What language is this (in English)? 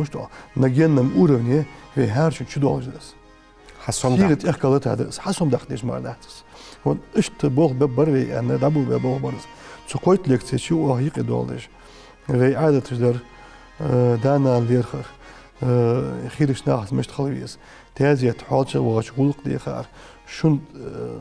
Ingush